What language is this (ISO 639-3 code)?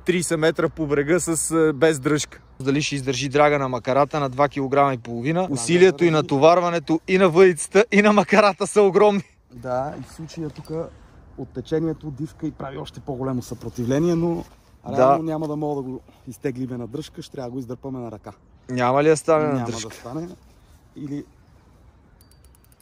bul